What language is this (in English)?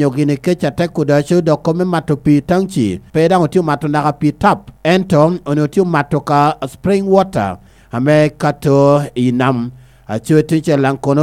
Lango (Uganda)